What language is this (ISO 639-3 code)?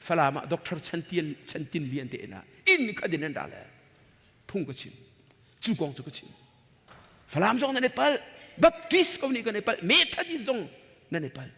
cnh